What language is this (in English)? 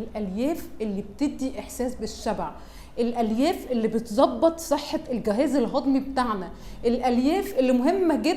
Egyptian Arabic